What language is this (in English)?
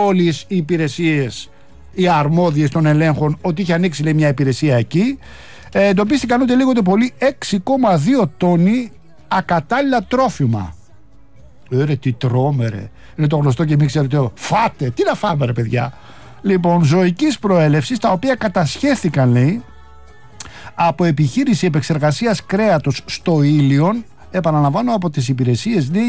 Greek